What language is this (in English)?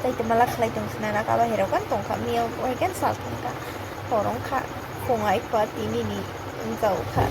Kok Borok